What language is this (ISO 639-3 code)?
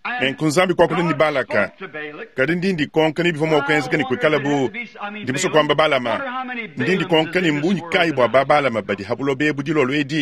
lua